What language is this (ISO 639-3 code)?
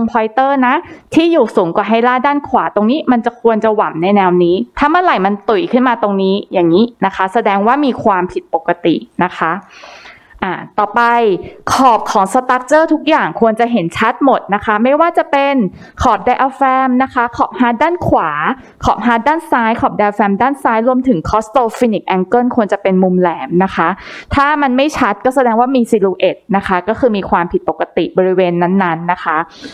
tha